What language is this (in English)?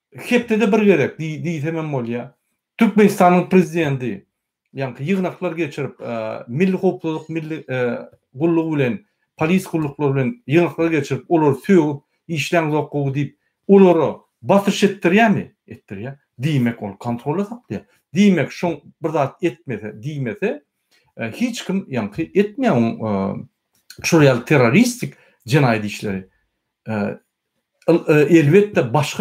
Turkmen